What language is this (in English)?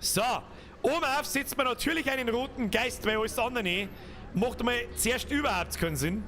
Bavarian